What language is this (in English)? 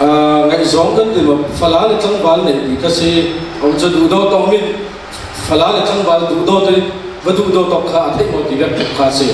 Falam Chin